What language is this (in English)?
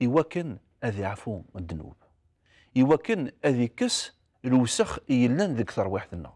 Kabyle